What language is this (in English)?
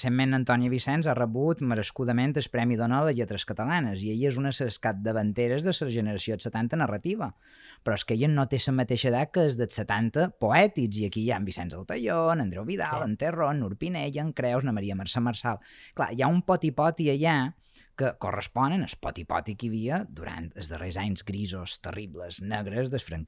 Catalan